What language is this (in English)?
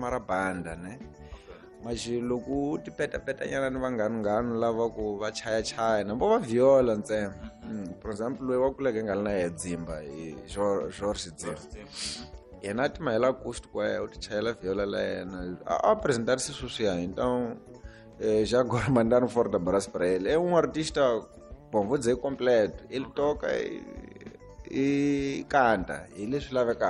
Tsonga